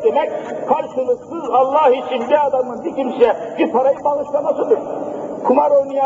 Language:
Turkish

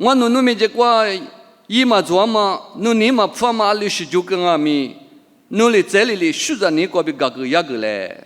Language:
Lisu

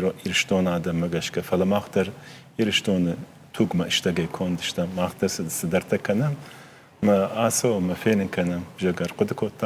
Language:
Ossetic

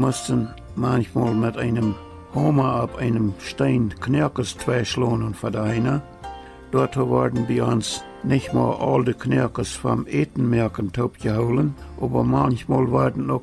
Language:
Plautdietsch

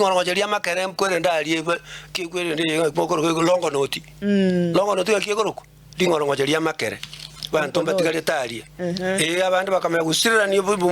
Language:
Gusii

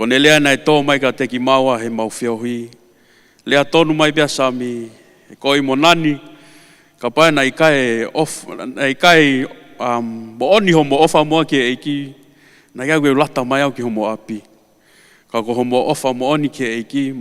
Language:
Tongan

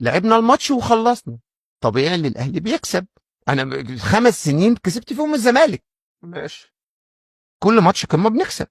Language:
Egyptian Arabic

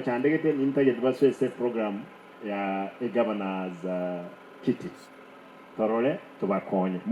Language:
Gusii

